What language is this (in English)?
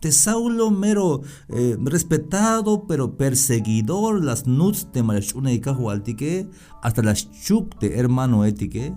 Tzeltal